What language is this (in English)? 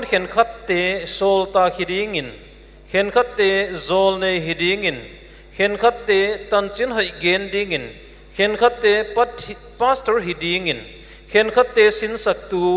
Paite Chin